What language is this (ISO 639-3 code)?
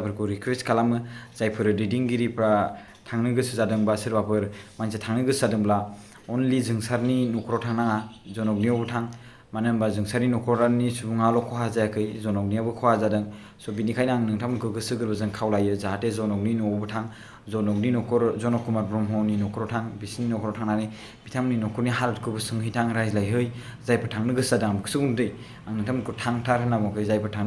brx